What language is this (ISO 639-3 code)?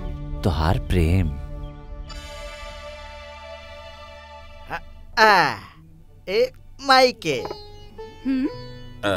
bho